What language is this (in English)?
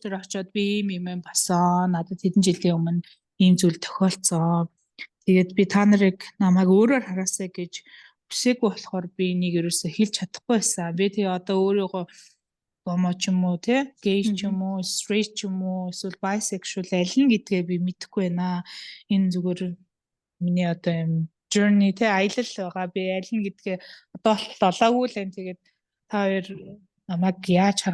Mongolian